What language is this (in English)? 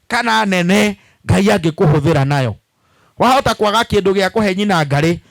Kikuyu